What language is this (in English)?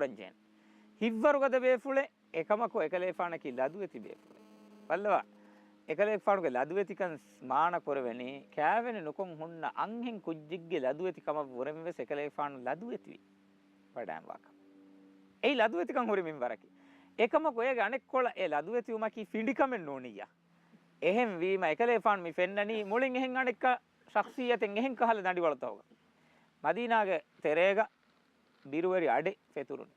Divehi